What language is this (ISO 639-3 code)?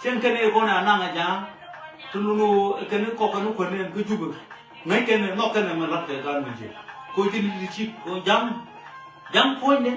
nus